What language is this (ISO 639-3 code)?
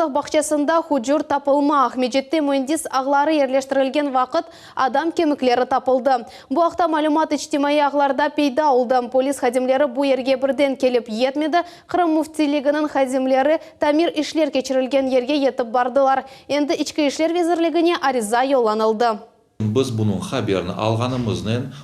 crh